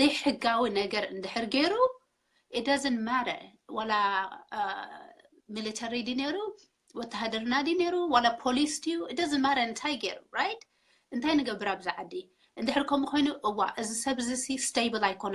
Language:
Tigrinya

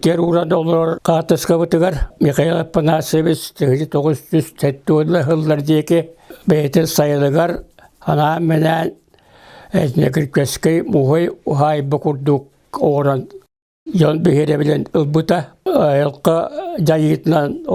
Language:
Yakut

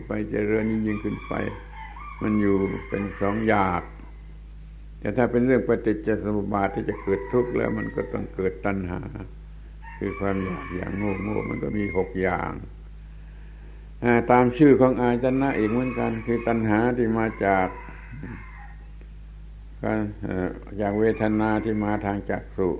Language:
Thai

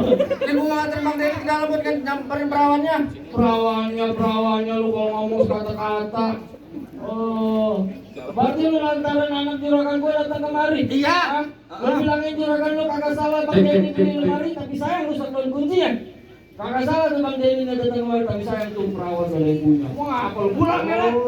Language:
Betawi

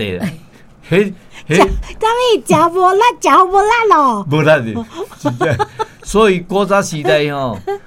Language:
Min Nan Chinese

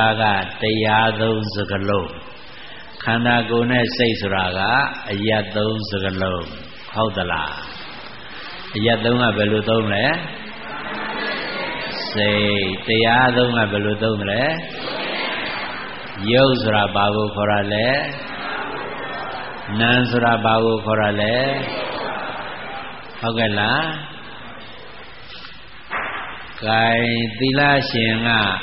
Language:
Burmese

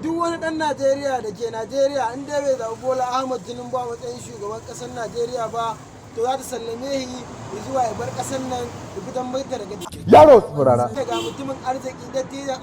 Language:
Hausa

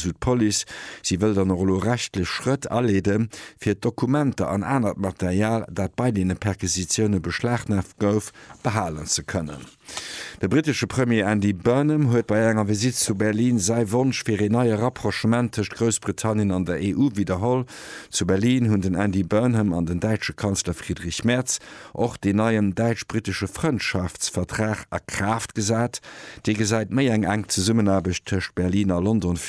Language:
Luxembourgish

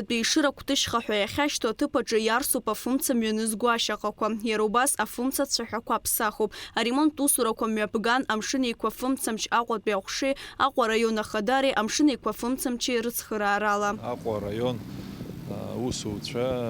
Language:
Abkhazian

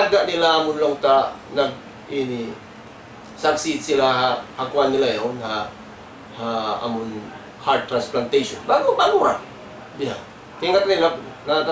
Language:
Tausug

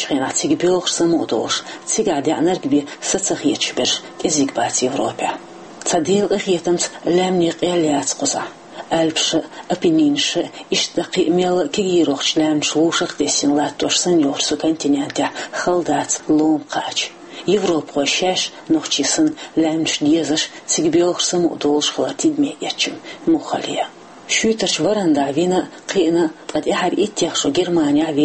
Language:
Chechen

